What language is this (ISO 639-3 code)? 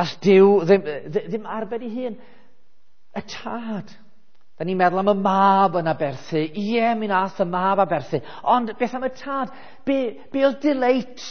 cym